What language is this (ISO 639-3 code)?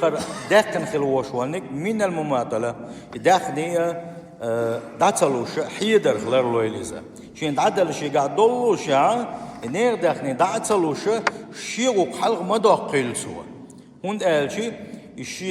che